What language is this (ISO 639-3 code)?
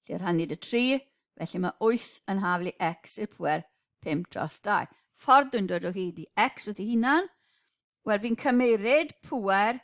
cym